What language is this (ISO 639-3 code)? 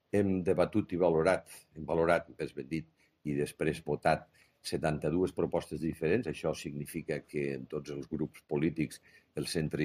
cat